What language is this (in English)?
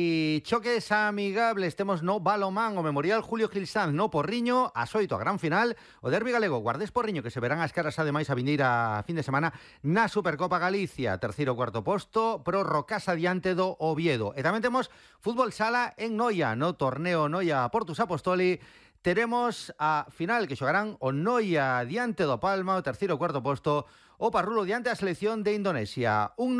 Galician